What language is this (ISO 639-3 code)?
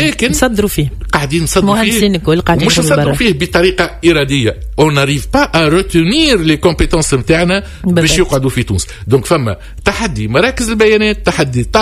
aeb